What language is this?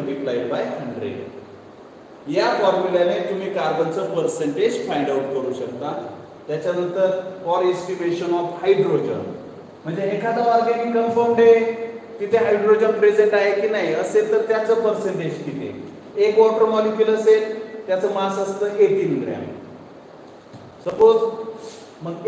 Marathi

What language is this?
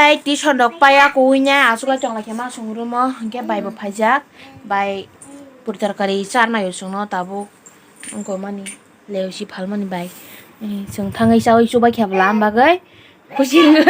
Kok Borok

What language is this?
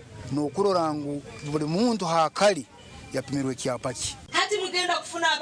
Nyankole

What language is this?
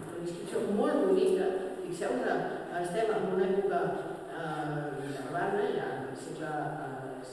Catalan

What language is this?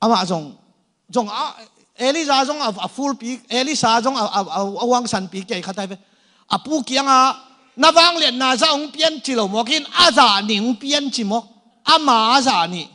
Tedim Chin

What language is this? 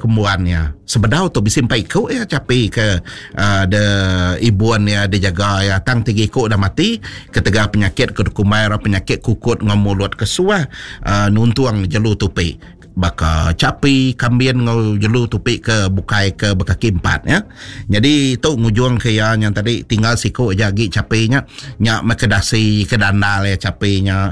Iban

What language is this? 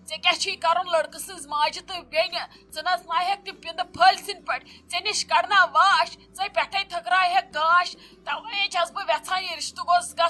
Kashmiri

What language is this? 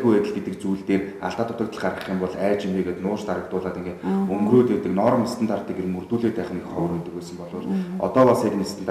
Mongolian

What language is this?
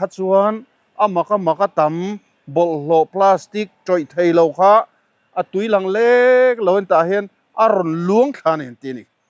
Mizo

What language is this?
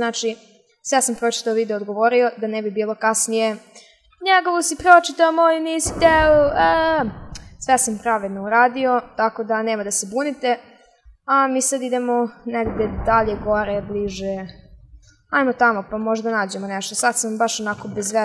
Serbian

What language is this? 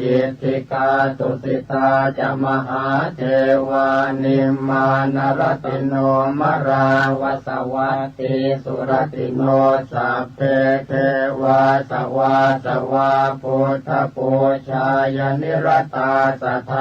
Pali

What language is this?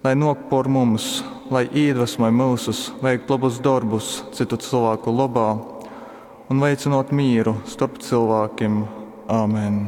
Latgalian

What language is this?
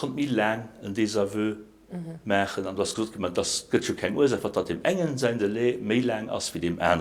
Luxembourgish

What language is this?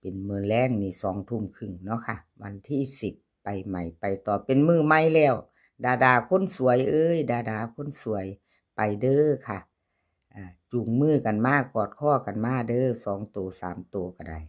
Northeastern Thai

